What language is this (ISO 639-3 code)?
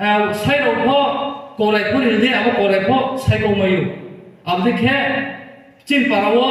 ria